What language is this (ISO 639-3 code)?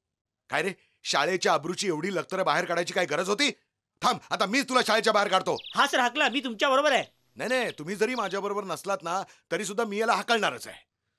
mar